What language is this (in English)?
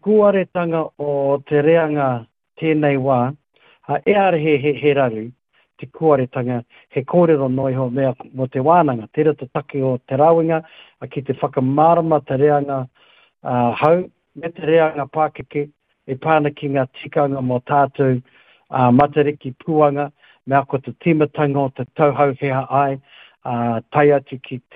Māori